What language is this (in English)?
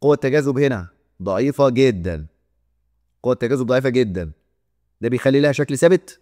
Egyptian Arabic